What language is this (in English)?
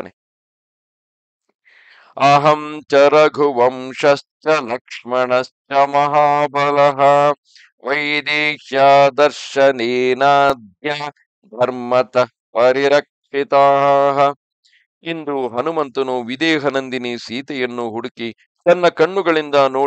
Kannada